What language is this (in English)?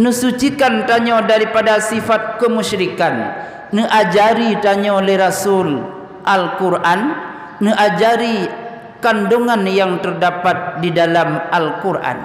Achinese